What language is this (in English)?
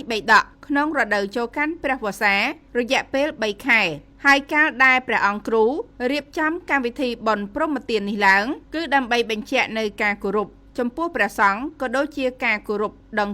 Khmer